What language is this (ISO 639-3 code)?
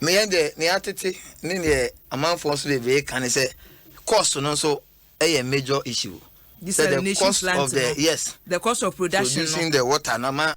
aka